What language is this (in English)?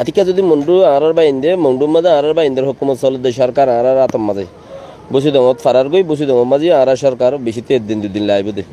Rohingya